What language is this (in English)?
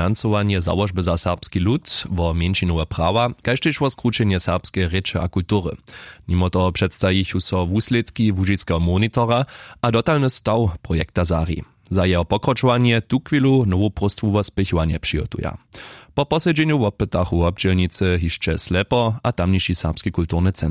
Upper Sorbian